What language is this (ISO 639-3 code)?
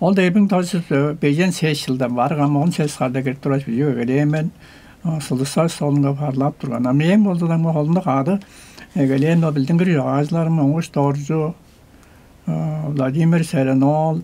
tyv